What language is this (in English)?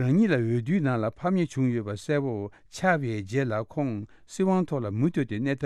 Tibetan